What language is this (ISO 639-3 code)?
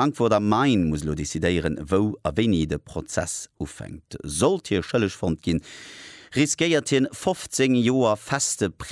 ltz